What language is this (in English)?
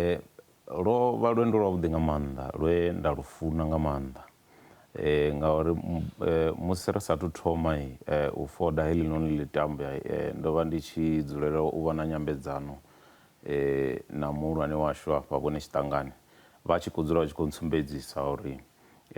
Venda